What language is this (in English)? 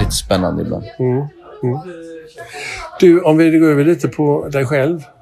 Swedish